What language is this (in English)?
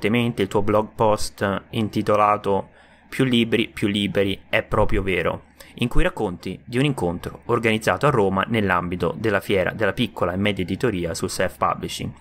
Italian